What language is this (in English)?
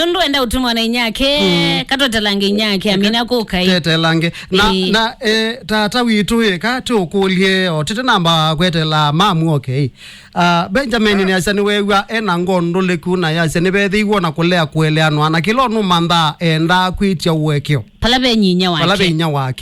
Kamba